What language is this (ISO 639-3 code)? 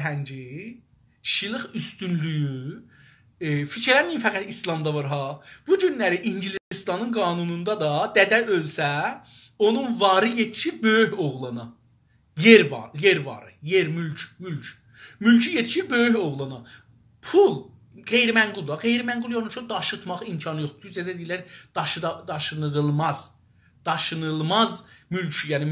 azb